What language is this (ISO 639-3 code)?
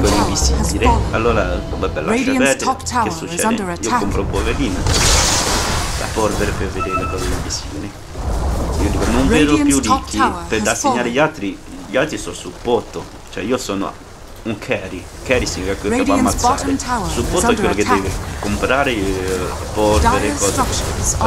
ita